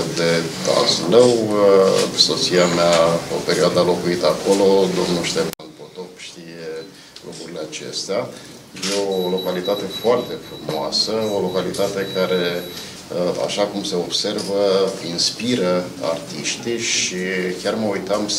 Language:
Romanian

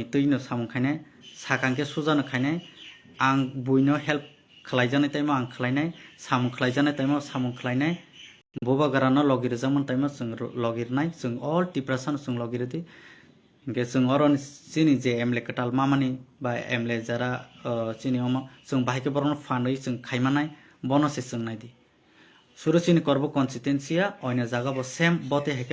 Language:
Kok Borok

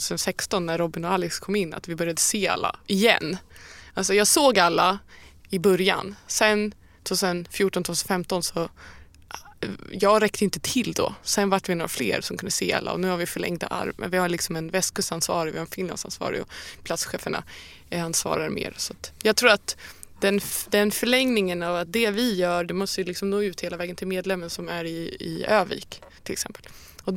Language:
Swedish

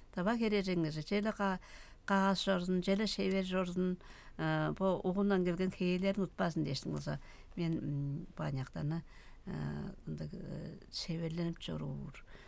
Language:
Tuvinian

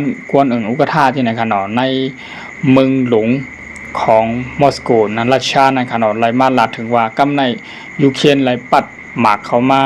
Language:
Shan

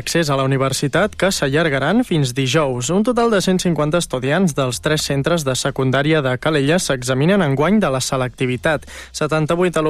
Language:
Catalan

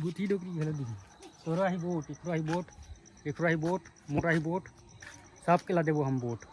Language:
Chhattisgarhi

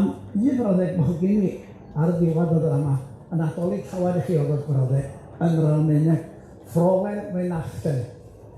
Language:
Welsh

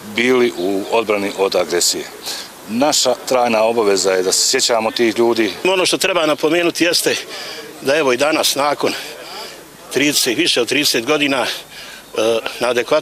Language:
Bosnian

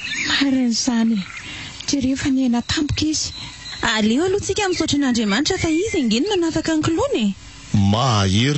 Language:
Malagasy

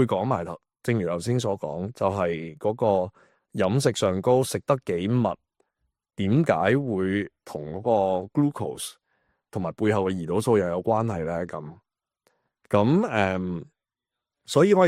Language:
Cantonese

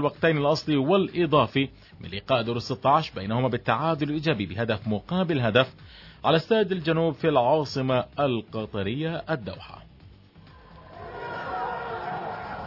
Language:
Arabic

